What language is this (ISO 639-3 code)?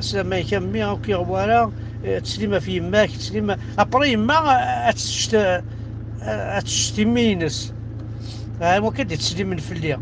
kab